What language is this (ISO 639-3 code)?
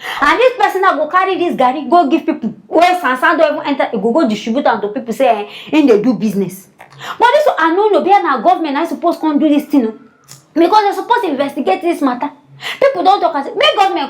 pcm